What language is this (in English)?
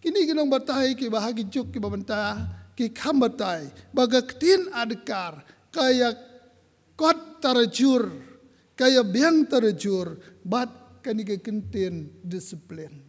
Khasi